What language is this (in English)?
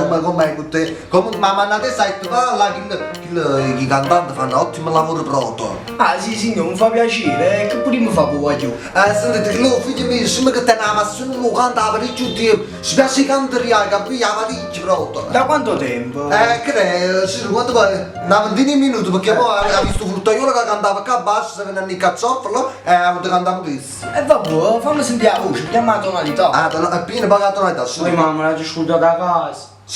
Neapolitan